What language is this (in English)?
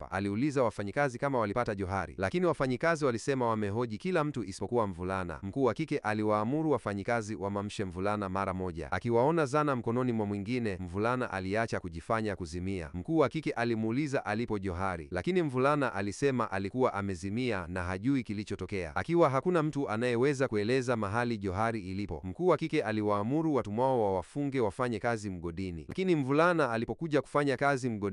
Swahili